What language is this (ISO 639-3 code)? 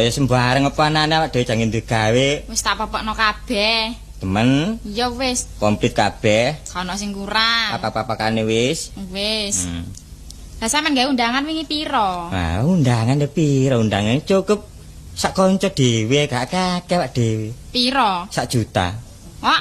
jav